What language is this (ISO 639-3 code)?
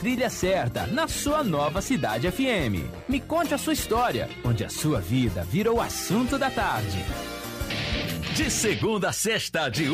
por